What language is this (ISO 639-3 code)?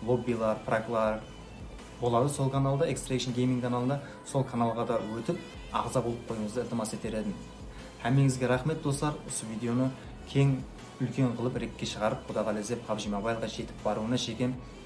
kaa